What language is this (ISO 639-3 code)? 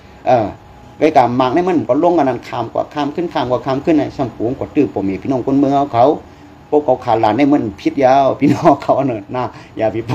shn